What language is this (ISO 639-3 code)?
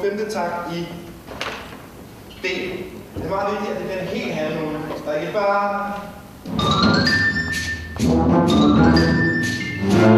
dan